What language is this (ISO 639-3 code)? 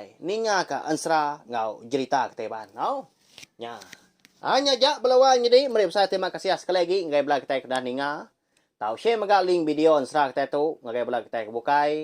iba